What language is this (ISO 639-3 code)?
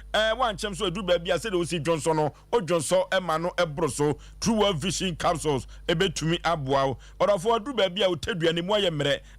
aka